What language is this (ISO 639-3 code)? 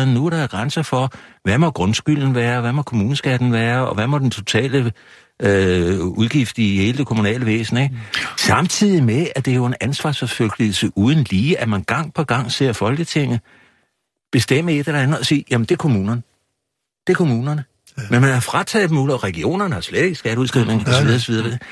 dan